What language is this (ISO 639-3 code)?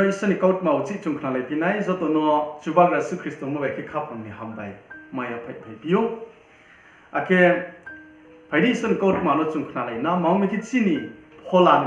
ria